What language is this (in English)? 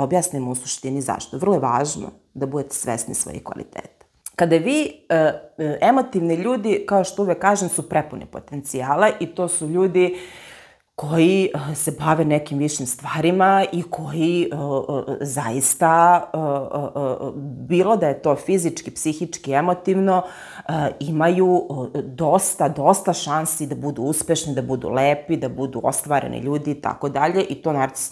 Serbian